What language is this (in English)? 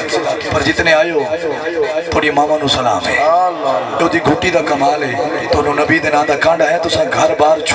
Saraiki